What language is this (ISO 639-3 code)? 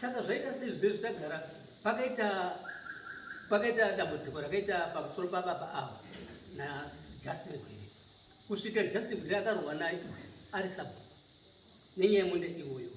sna